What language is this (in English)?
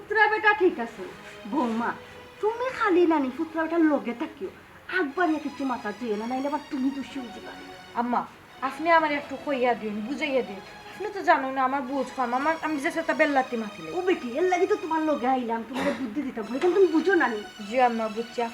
Sylheti